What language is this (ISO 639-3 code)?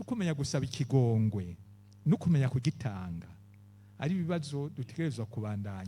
run